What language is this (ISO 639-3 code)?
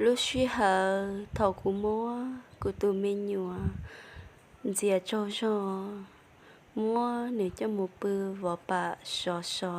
hmn